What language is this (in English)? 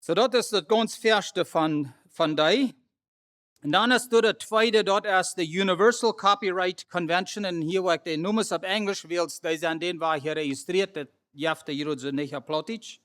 Plautdietsch